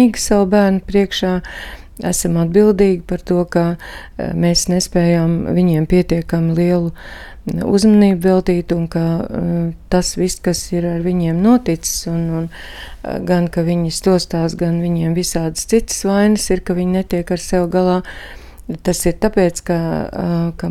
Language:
Latvian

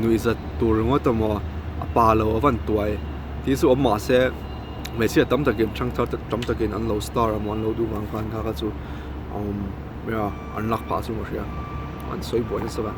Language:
Mizo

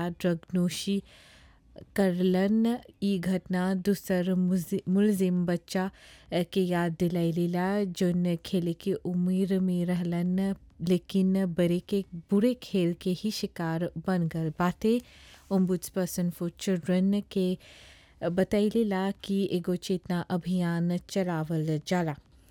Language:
Bhojpuri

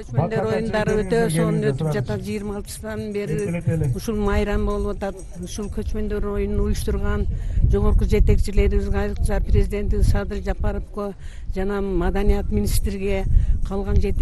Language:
Kyrgyz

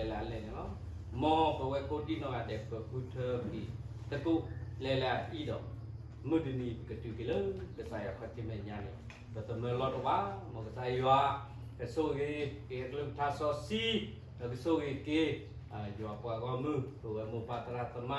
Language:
S'gaw Karen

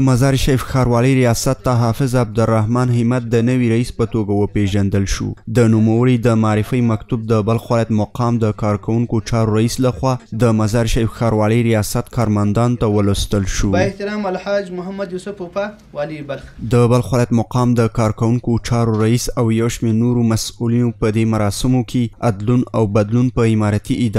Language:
Pashto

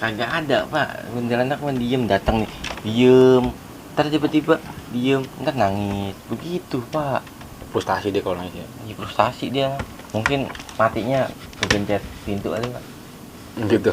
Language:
Betawi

